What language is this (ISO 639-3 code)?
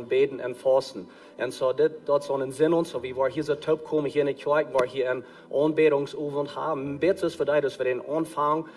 pdt